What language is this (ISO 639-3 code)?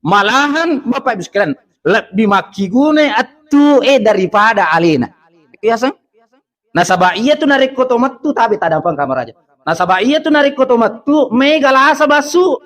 bug